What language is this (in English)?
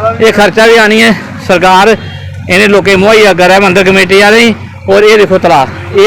Dogri